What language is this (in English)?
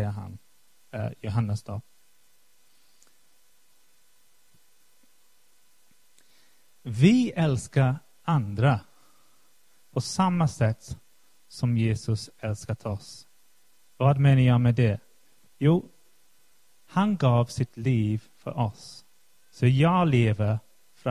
Swedish